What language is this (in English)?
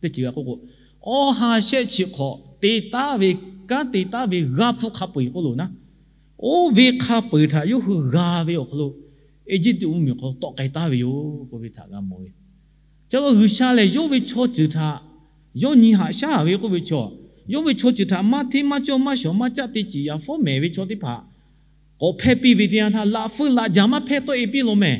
Lahu